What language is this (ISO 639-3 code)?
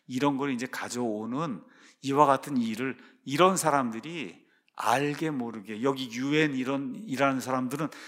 kor